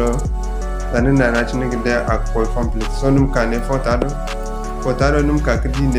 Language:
Zarma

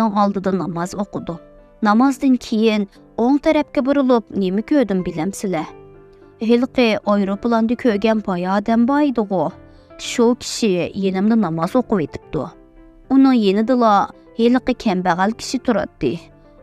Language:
Uyghur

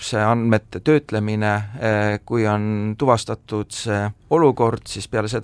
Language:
Estonian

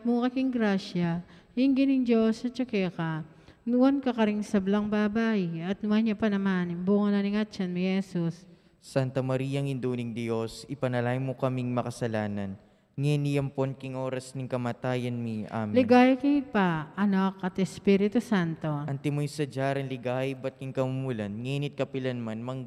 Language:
Pampanga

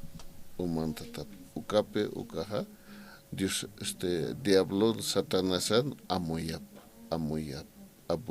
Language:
Aymara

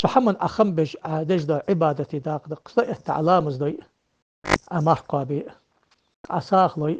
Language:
Ingush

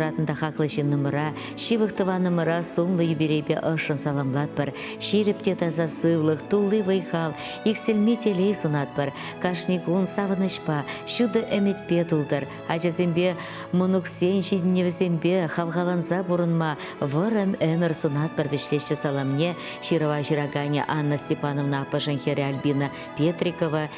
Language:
Chuvash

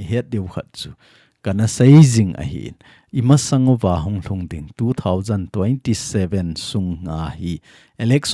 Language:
Thado Chin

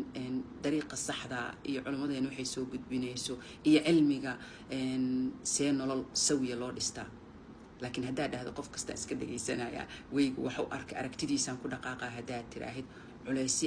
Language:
Somali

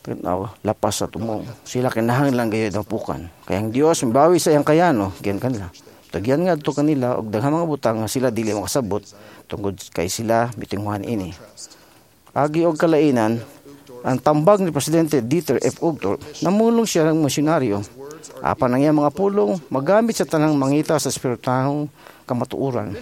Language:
Cebuano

